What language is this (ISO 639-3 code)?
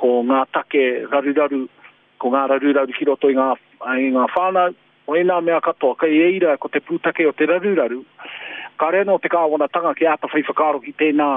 mri